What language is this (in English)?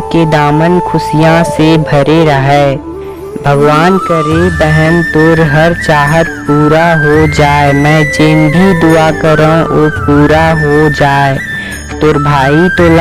Chhattisgarhi